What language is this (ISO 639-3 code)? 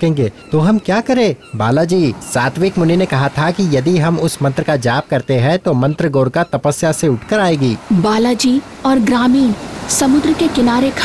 hin